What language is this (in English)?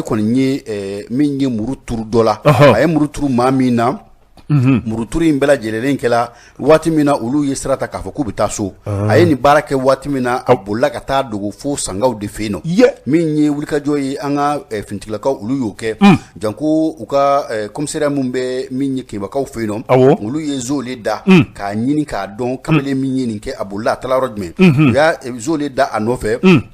Bambara